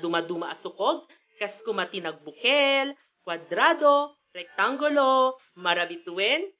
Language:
Iloko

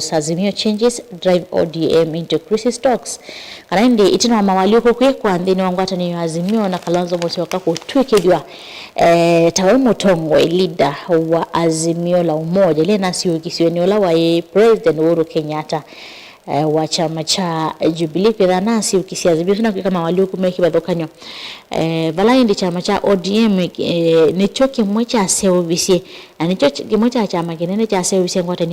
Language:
Kamba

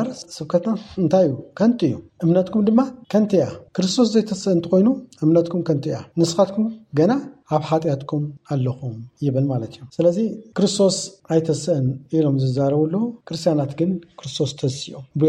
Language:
Tigrinya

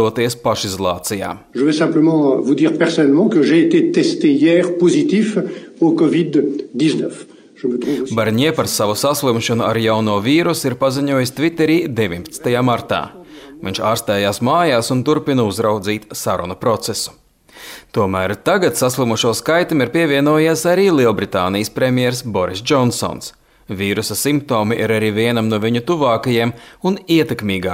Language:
Latvian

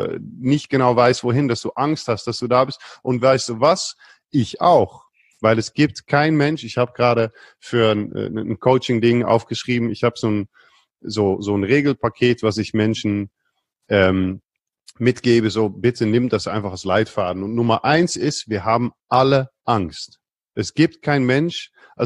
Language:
German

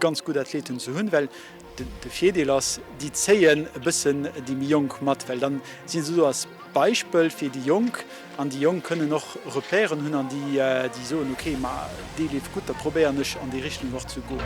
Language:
Luxembourgish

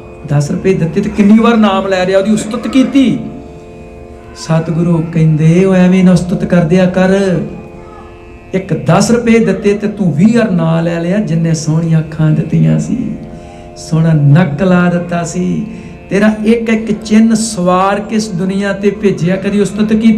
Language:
Punjabi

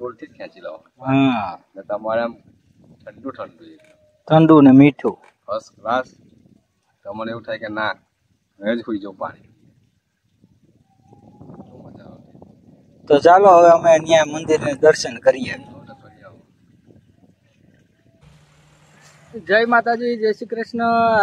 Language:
Gujarati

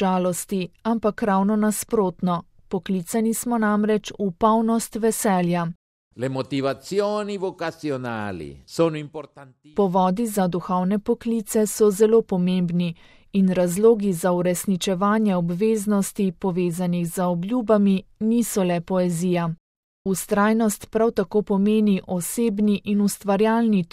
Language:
Slovenian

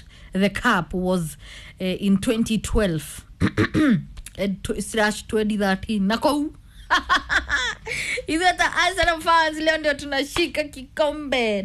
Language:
Kikuyu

